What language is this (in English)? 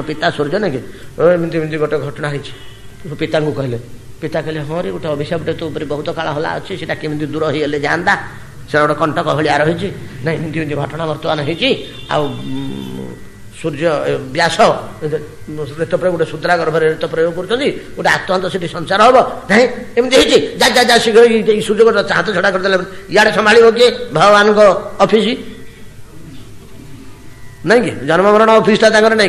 Odia